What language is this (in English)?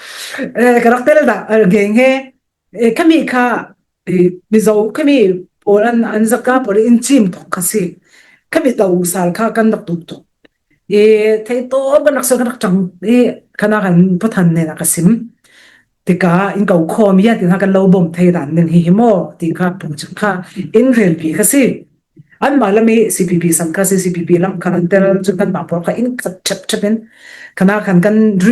Falam Chin